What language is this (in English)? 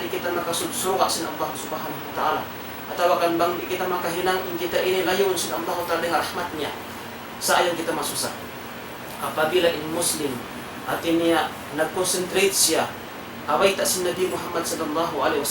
Tausug